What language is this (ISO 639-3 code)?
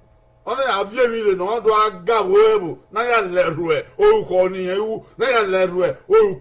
bin